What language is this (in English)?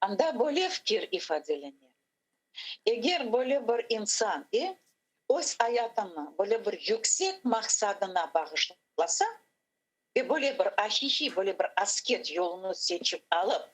Crimean Tatar